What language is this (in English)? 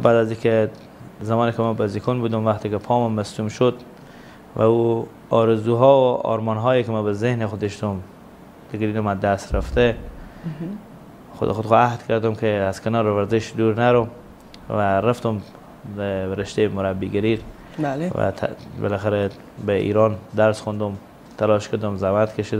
Persian